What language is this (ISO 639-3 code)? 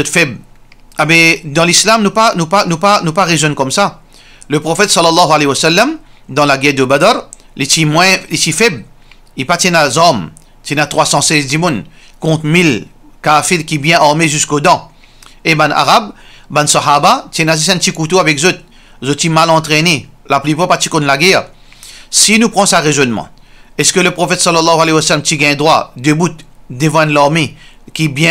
mfe